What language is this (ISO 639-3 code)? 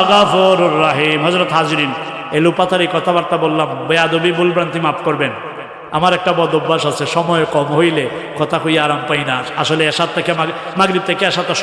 syl